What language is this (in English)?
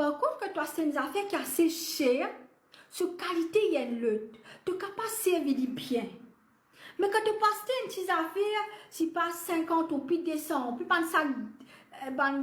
Morisyen